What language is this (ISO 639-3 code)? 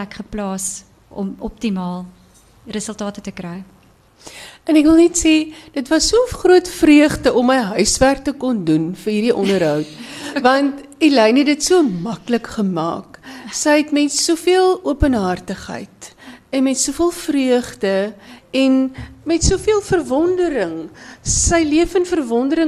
afr